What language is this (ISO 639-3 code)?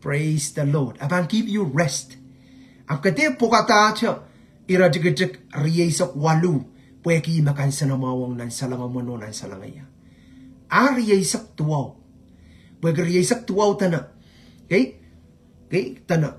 pon